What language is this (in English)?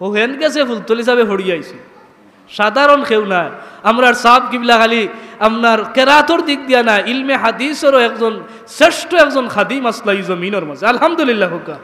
Sylheti